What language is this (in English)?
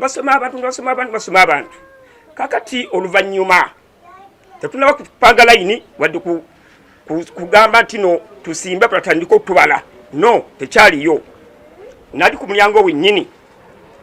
Ganda